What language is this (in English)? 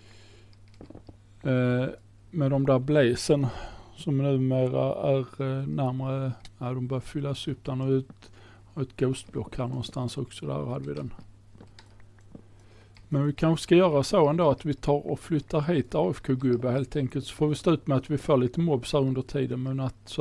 Swedish